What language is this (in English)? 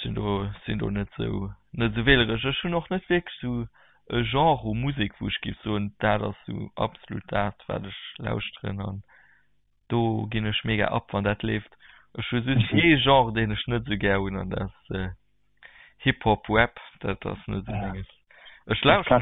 Luxembourgish